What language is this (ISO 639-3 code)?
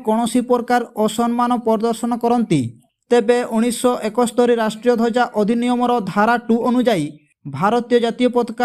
ori